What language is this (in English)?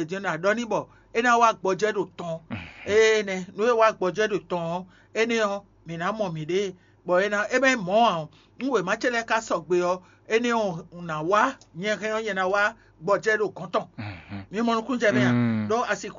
Fon